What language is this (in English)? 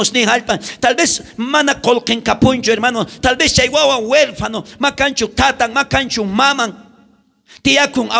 South Bolivian Quechua